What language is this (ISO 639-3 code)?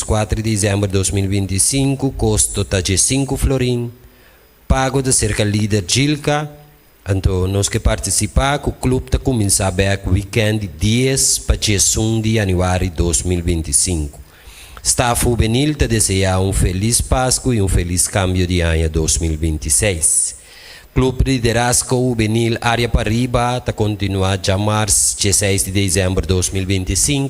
pap